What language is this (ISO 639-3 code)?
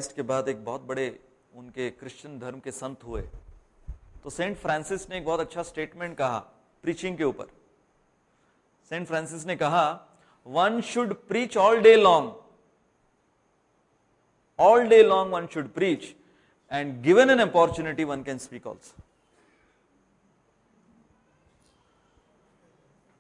hin